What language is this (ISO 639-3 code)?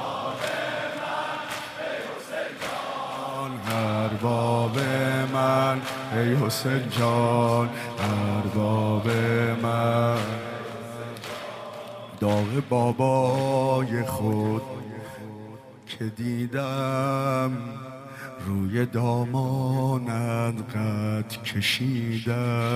fas